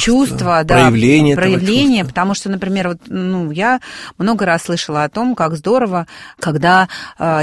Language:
Russian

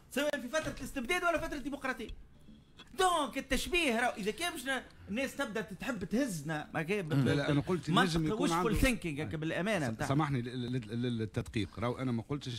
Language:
Tunisian Arabic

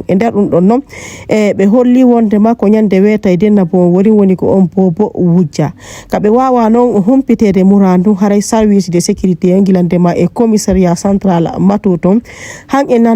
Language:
Fula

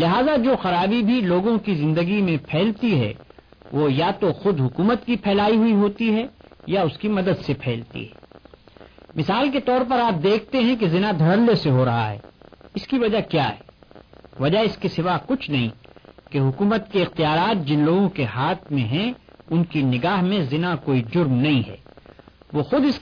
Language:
Urdu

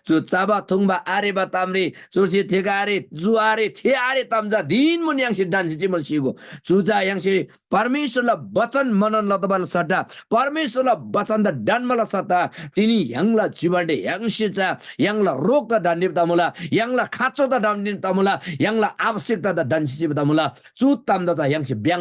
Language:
Eastern Tamang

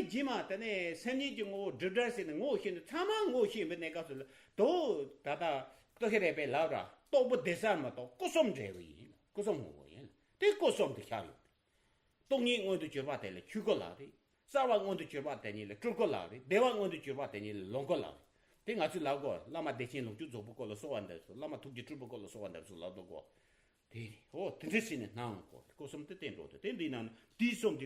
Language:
Tibetan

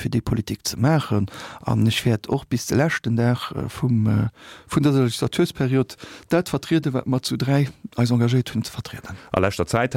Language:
Luxembourgish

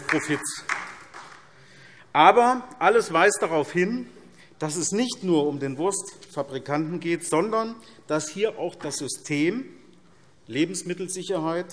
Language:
German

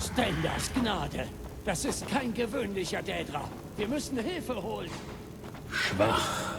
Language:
Bavarian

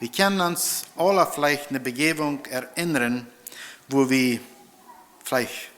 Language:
Plautdietsch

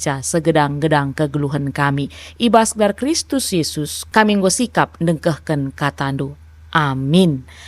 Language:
Batak Karo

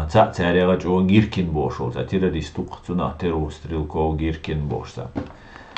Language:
Chechen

